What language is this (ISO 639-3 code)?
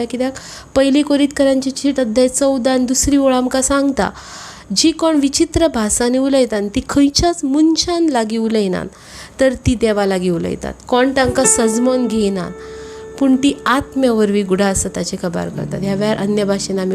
kok